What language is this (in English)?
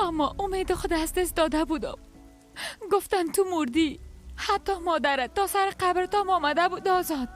Persian